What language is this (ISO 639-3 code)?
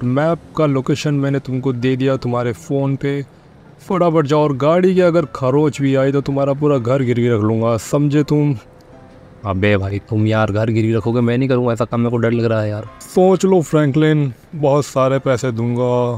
hin